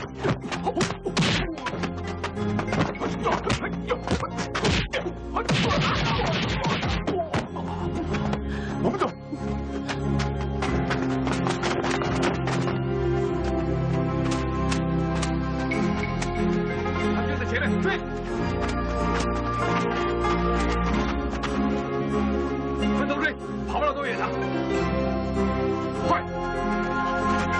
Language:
Chinese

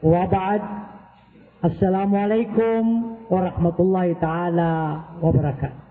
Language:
Maranao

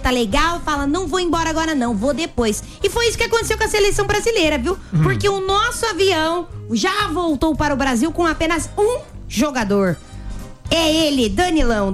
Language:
Portuguese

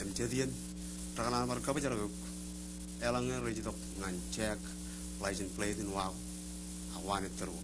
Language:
Marshallese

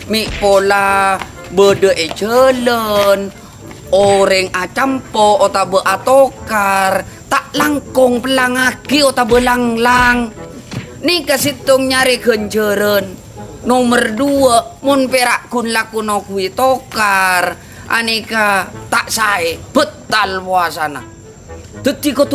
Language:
Madurese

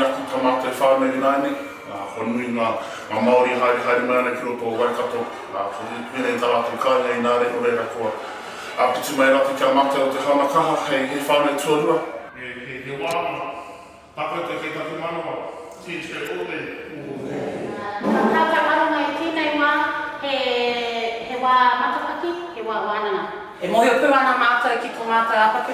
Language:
Māori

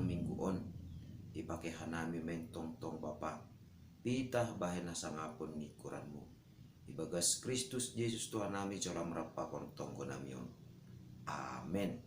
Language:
Batak Simalungun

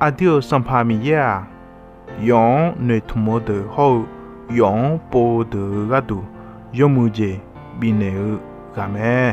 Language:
Akha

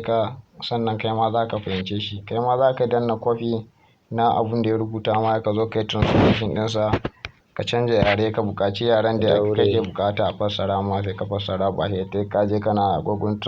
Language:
Hausa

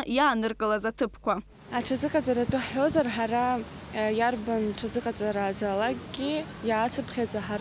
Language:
Abkhazian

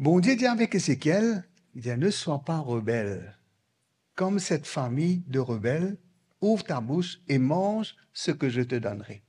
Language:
Morisyen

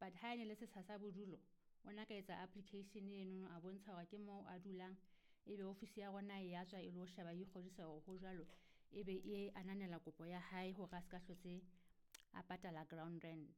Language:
Southern Sotho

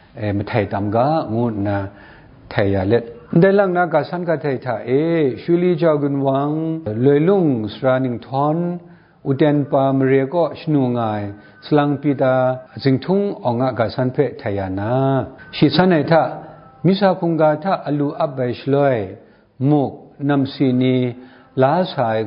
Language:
Kachin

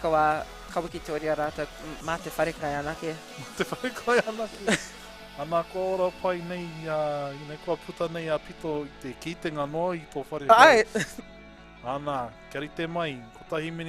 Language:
Māori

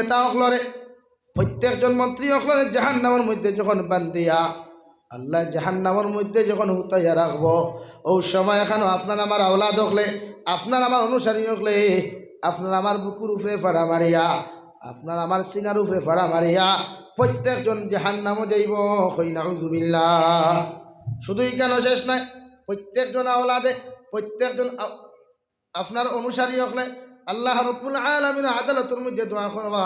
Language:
Sylheti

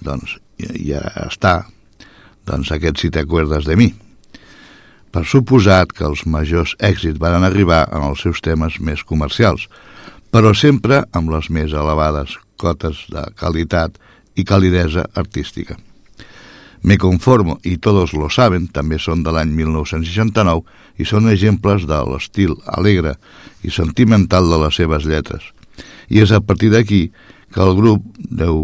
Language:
Catalan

